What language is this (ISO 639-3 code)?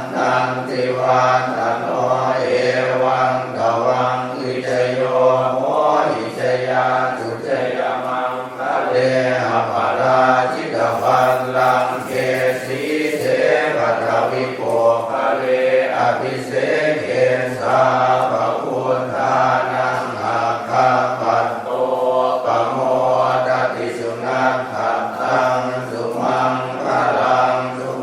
pli